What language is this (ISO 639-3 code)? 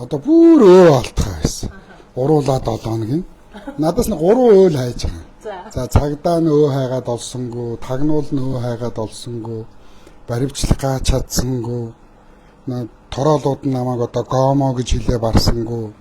mon